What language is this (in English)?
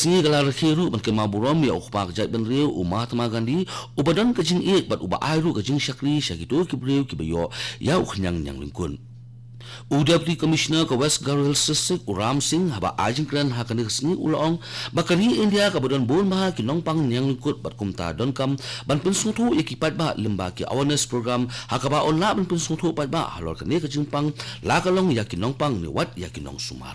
Khasi